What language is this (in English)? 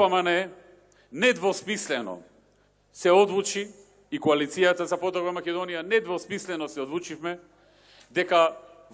Macedonian